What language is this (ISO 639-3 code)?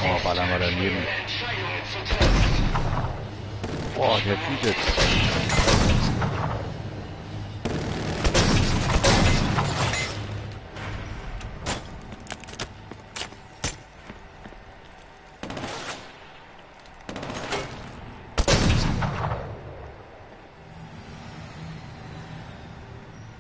deu